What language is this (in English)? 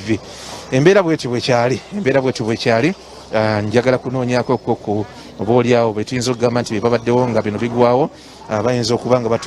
Ganda